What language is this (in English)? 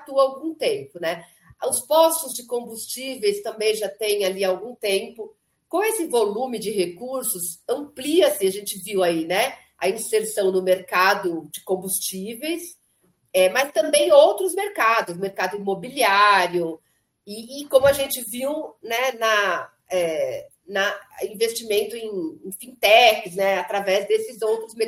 Portuguese